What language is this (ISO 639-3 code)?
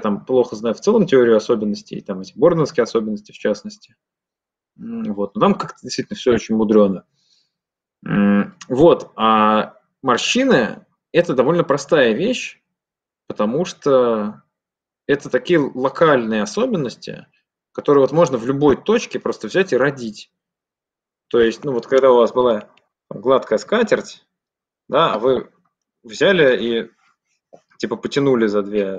rus